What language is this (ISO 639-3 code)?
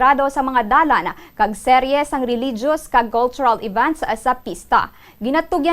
hil